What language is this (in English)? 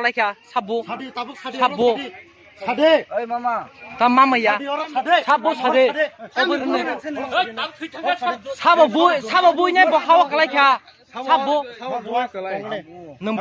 Kok Borok